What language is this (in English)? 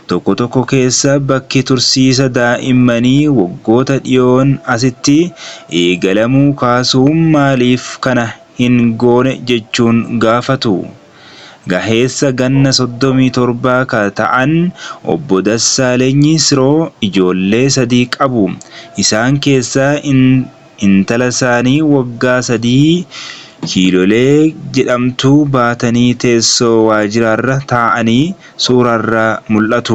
Oromo